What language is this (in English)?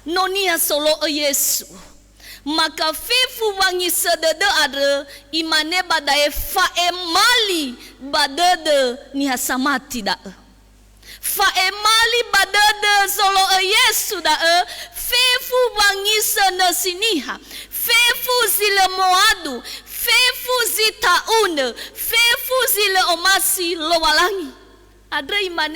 Nias